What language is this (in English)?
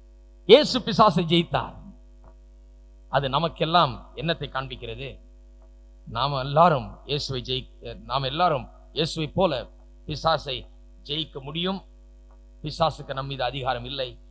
Tamil